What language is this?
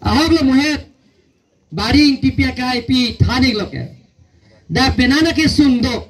Karbi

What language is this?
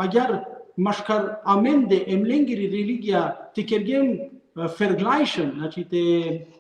Balkan Romani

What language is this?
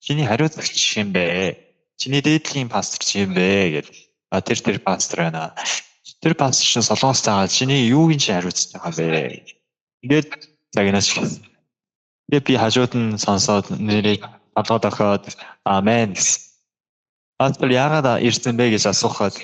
Mongolian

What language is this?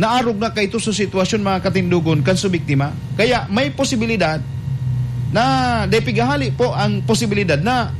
Bikol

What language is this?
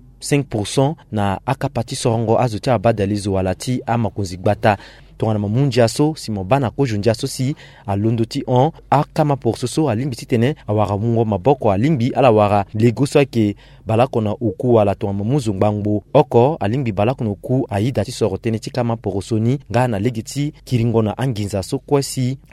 Sango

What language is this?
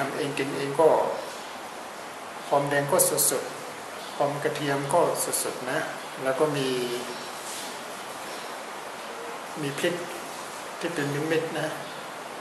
Thai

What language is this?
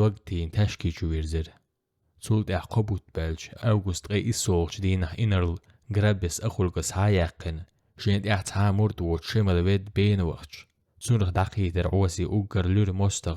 Chechen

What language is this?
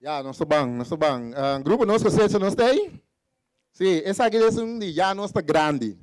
Papiamento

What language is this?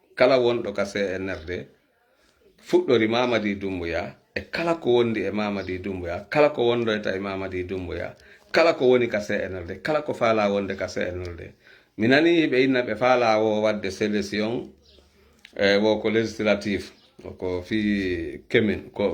Fula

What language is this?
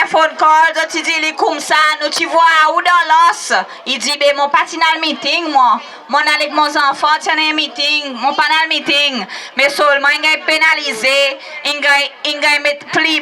Seselwa Creole French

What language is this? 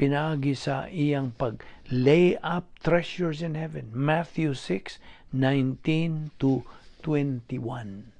Cebuano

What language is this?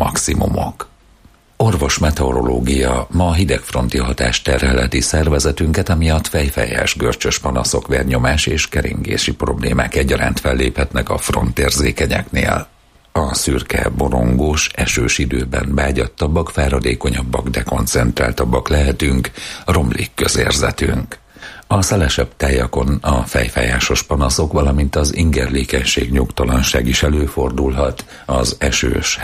Hungarian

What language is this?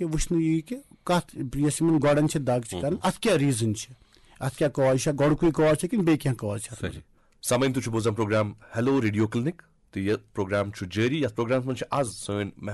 Kashmiri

